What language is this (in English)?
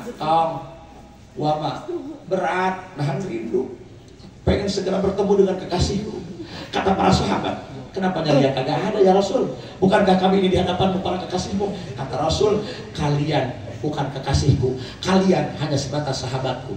Betawi